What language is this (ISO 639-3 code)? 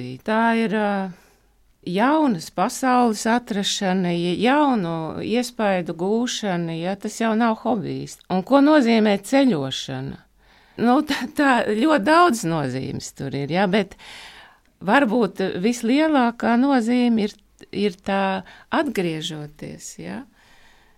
lav